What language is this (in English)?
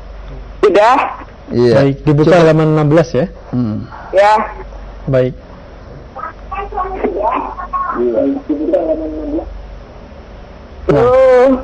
Indonesian